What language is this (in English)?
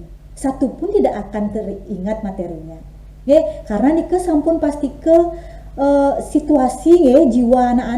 Balinese